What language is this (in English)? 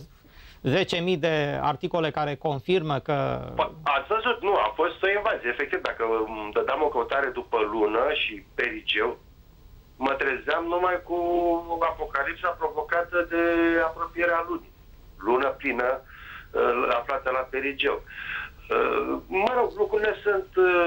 Romanian